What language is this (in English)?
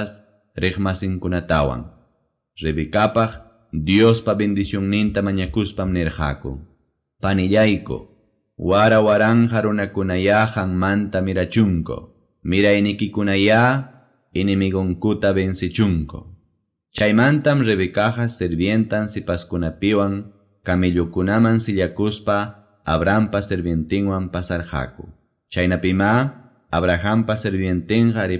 Ayacucho Quechua